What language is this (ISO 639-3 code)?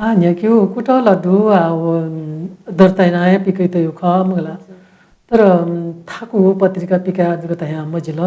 new